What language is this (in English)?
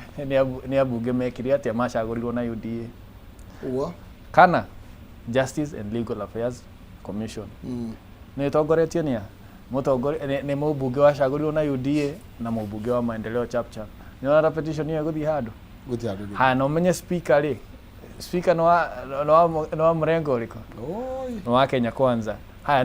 Kikuyu